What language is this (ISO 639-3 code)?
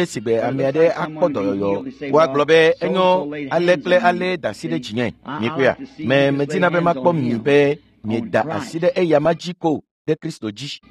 ewe